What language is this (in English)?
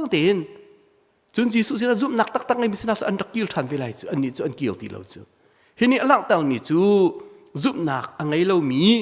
Hakha Chin